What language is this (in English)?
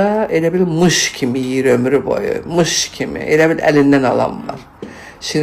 Azerbaijani